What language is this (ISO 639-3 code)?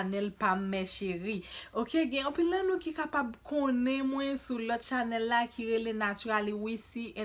hat